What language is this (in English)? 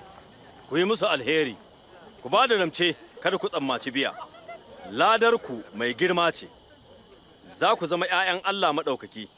Hausa